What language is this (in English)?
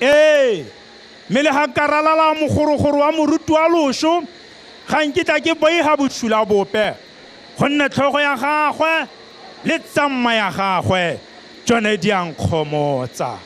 Tswana